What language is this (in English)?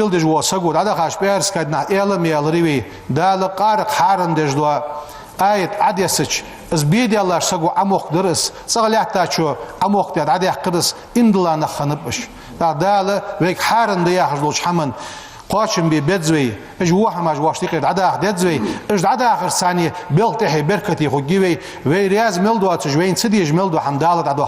Ingush